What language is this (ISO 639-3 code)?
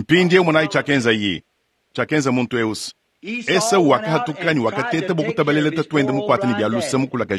lua